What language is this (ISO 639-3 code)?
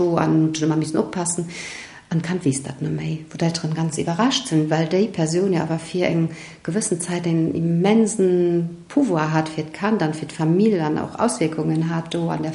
ltz